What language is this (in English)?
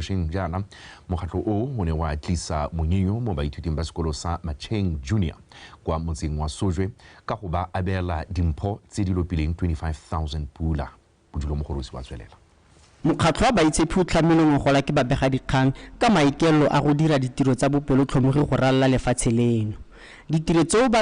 Tswana